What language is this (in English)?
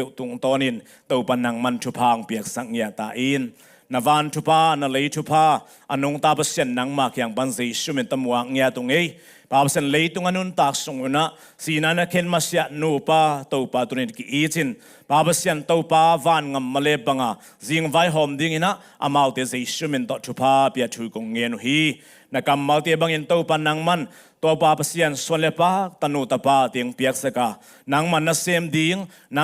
Tedim Chin